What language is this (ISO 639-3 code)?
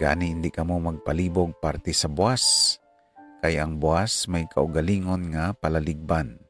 hil